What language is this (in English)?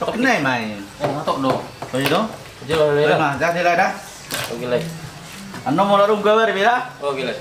Batak Toba